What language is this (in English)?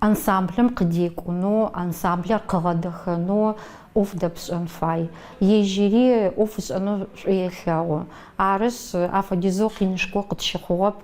Adyghe